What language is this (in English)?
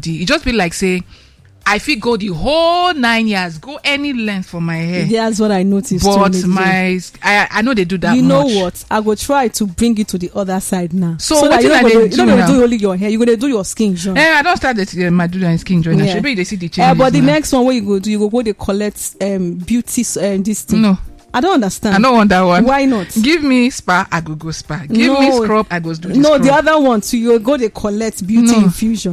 Nigerian Pidgin